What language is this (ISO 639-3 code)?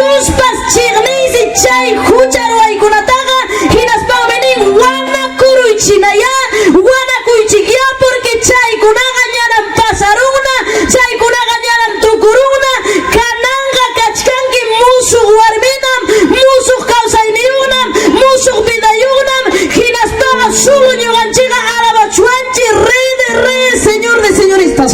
quy